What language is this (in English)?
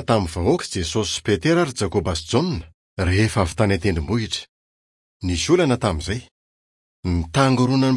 Malagasy